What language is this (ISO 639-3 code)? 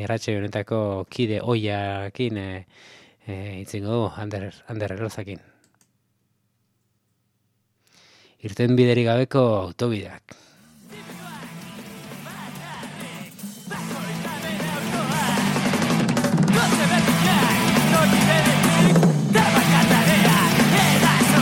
eus